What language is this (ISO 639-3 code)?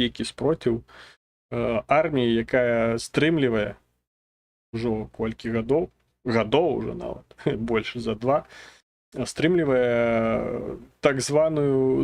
bel